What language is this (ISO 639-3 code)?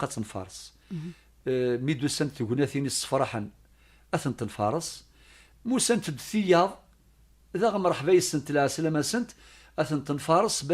kab